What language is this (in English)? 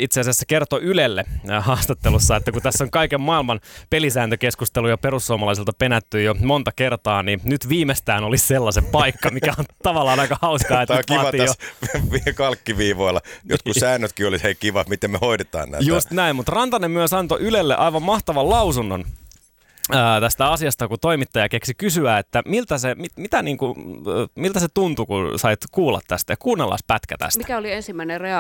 Finnish